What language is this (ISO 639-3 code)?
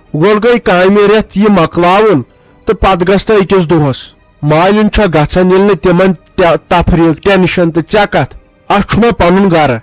kas